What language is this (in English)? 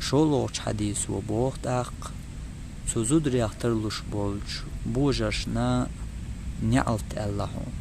Chechen